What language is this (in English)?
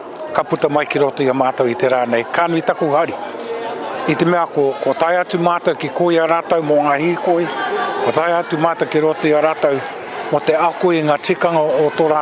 Māori